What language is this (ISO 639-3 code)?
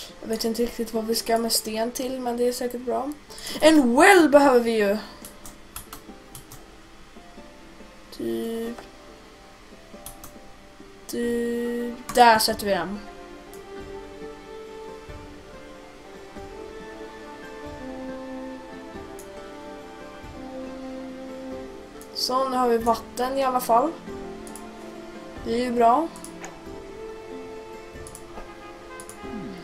swe